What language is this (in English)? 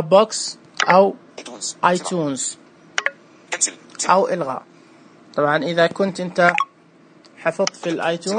Najdi Arabic